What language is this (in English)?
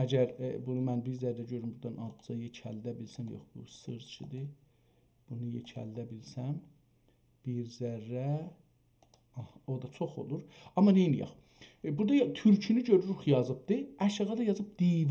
South Azerbaijani